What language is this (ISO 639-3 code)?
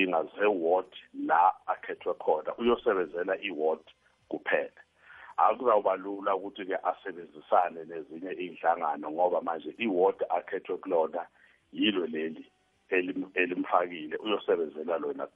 nbl